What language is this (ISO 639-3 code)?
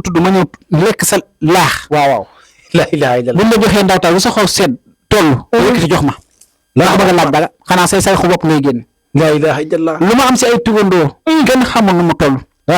wol